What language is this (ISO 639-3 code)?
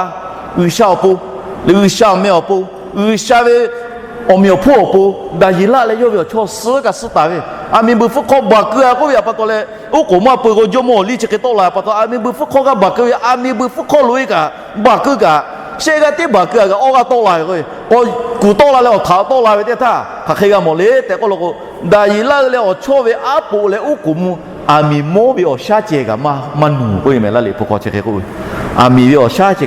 lhu